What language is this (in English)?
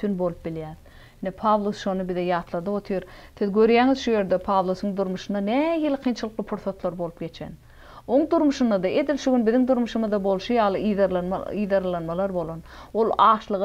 Turkmen